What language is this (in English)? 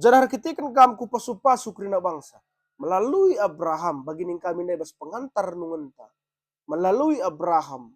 Batak Karo